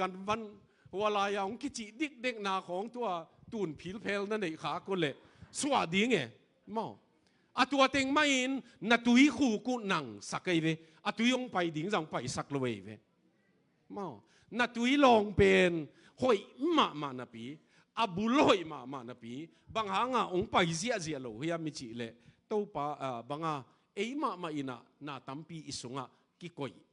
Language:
Tedim Chin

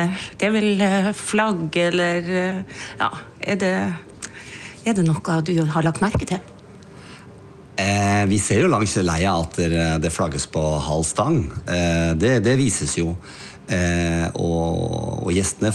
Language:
Norwegian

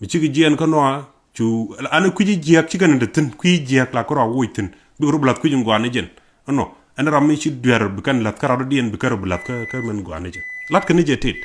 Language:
Nuer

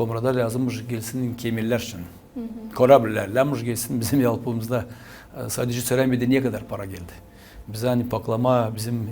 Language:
Gagauz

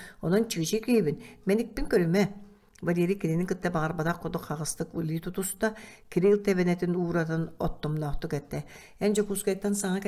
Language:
Yakut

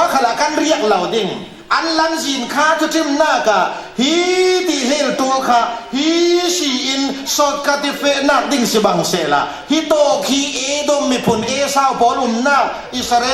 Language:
Falam Chin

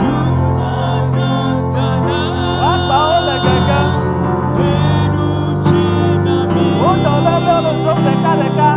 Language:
Ewe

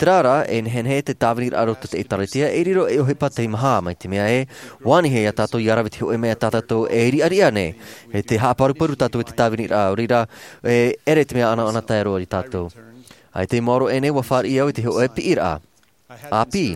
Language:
Tahitian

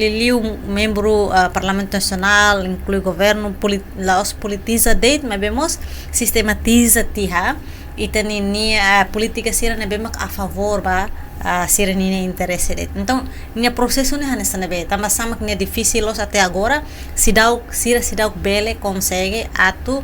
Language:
Tetum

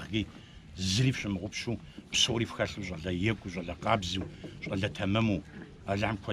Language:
Kabardian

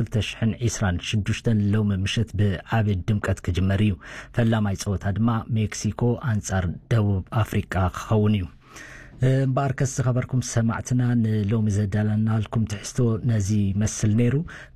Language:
Tigrinya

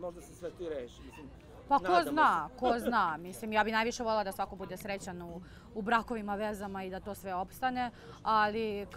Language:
Serbian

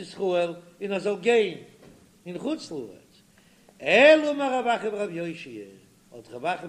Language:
Yiddish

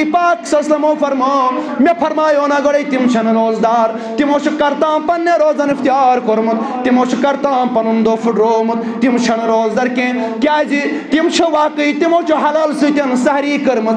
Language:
Kashmiri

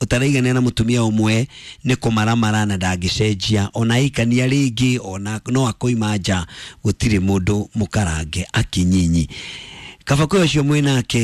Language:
Kikuyu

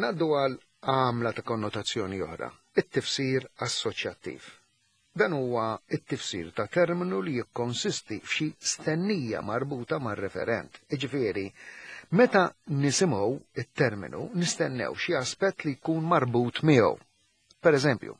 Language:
Maltese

